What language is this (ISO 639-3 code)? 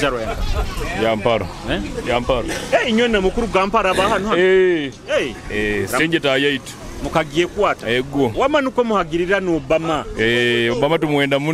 nyo